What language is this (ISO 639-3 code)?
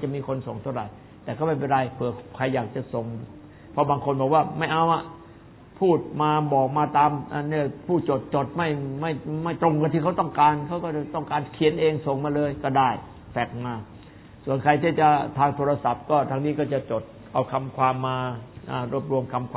tha